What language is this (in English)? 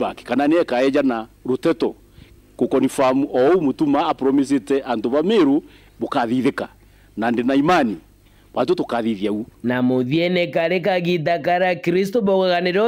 Meru